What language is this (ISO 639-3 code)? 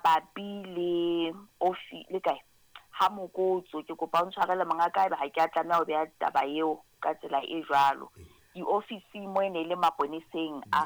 sot